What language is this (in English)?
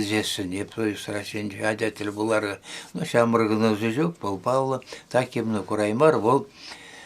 Chuvash